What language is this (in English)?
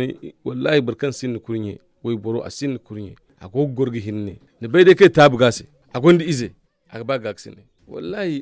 Zarma